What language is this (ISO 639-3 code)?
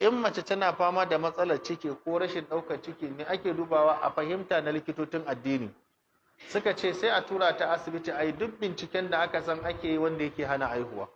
hau